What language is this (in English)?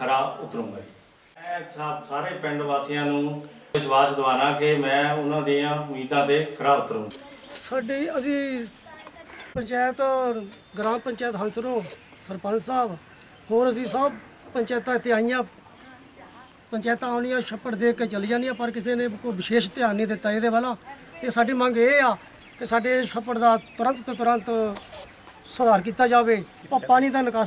Punjabi